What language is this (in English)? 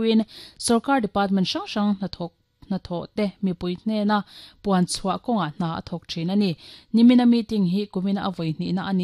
Mizo